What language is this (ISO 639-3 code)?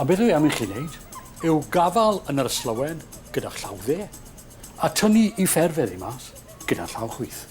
cym